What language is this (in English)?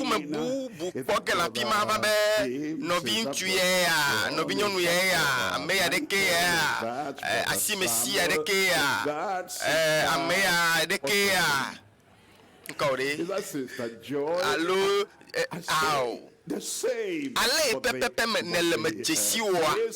Ewe